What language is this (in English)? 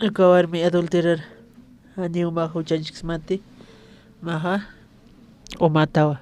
Aymara